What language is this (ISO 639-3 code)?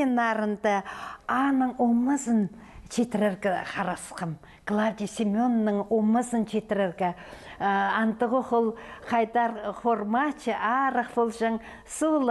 kjh